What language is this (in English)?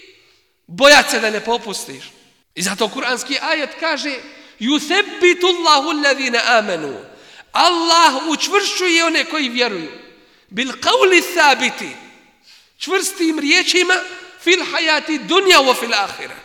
Bosnian